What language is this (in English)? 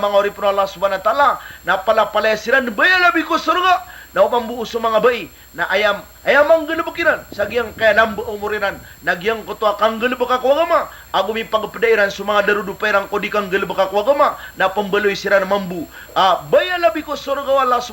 Maranao